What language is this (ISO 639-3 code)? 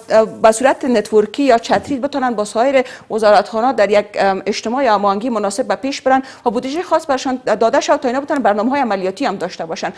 fas